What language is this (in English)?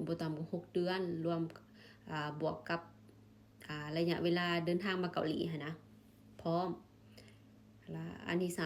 Lao